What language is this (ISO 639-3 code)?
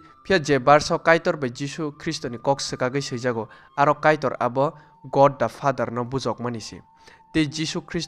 trp